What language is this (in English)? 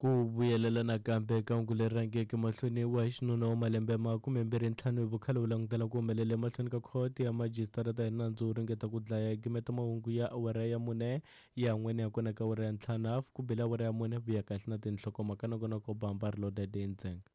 Tsonga